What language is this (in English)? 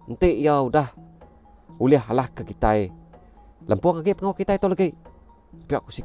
Iban